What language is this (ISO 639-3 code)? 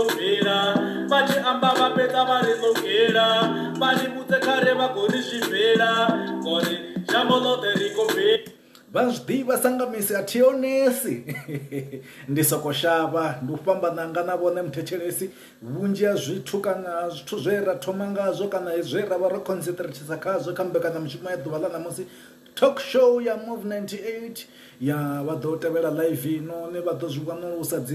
ven